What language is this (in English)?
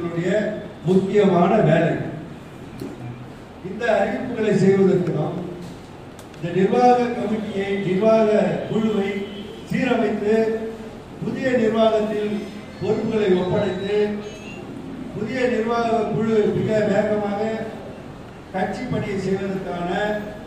Tamil